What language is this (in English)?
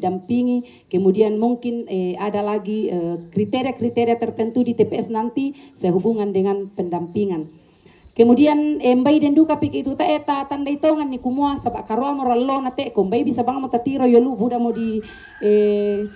Toraja-Sa'dan